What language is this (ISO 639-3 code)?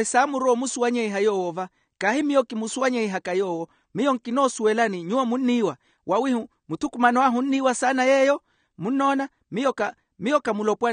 vmw